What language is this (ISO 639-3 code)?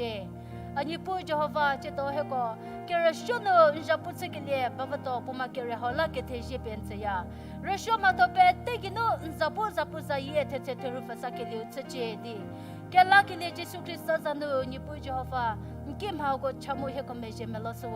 njm